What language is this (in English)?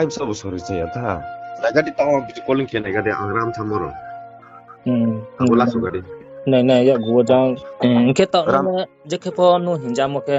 Riang (India)